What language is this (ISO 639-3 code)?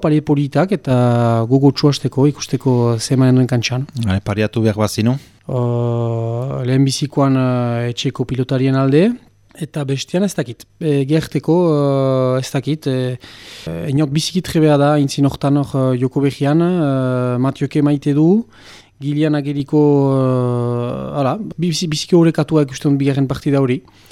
eus